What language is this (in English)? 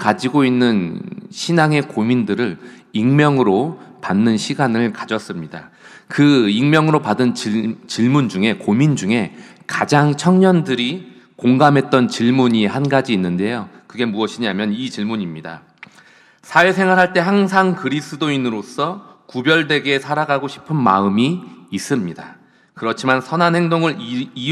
Korean